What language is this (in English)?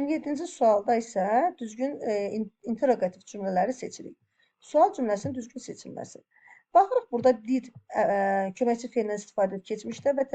Azerbaijani